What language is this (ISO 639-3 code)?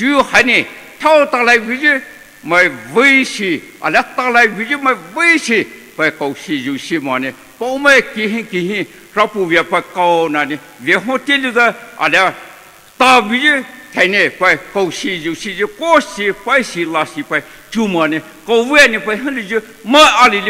pmx